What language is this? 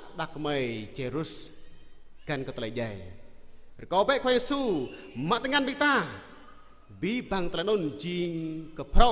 Jarai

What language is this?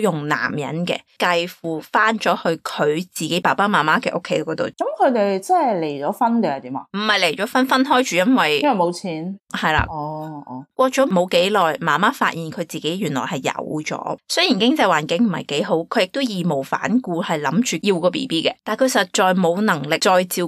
Cantonese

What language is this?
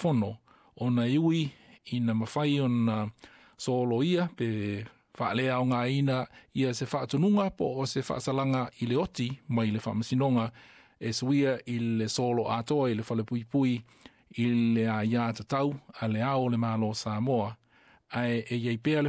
Samoan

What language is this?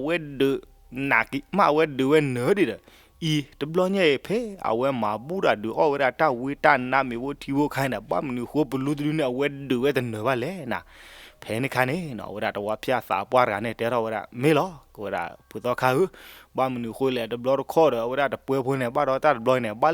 S'gaw Karen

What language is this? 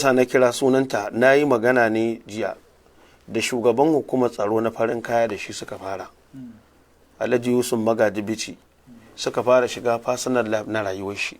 Hausa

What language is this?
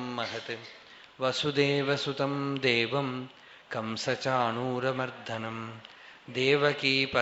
Sanskrit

